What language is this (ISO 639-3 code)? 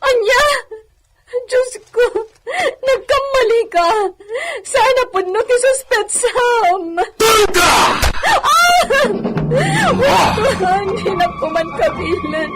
ilo